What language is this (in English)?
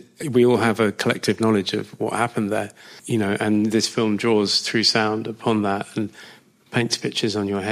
English